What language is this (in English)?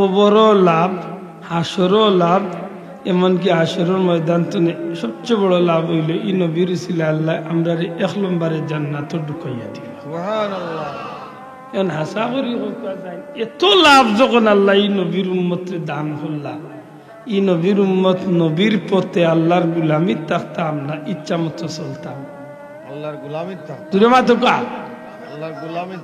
Sylheti